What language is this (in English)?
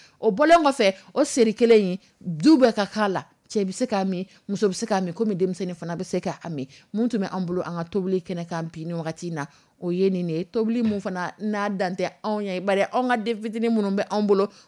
Dyula